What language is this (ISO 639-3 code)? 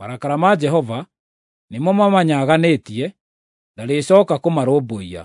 kik